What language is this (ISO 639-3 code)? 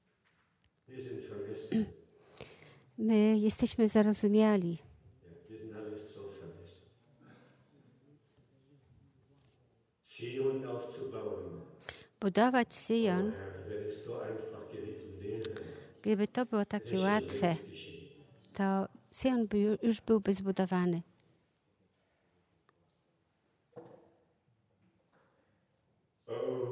pol